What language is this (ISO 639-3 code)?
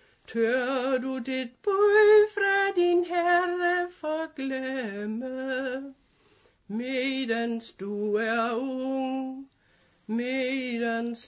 dan